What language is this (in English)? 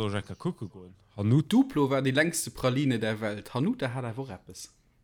Luxembourgish